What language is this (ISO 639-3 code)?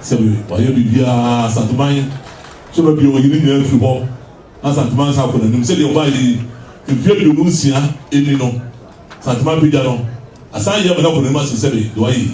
aka